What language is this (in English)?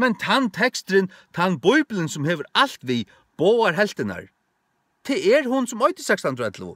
Faroese